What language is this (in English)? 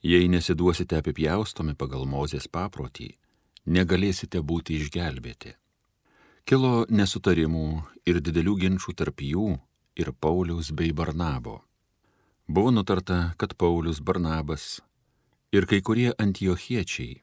Lithuanian